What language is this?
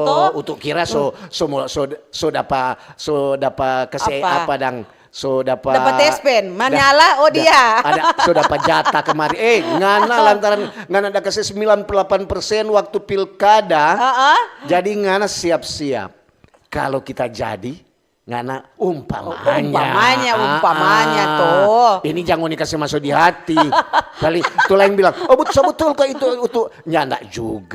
Manado Malay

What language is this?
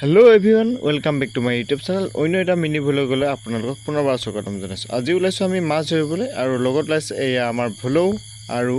Assamese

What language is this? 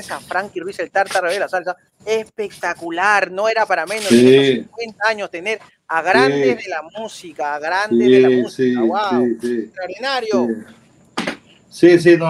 Spanish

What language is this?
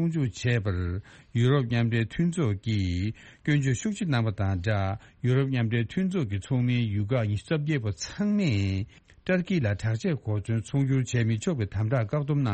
Tibetan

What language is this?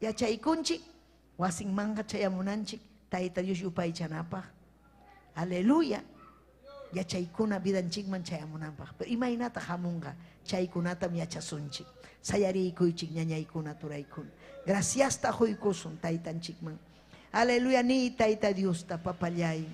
Ayacucho Quechua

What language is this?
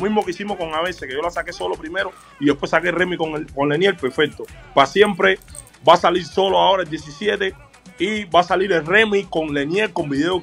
Spanish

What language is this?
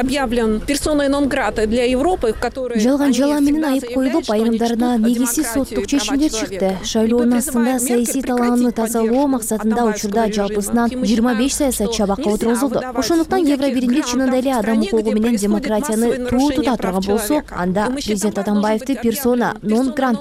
Kyrgyz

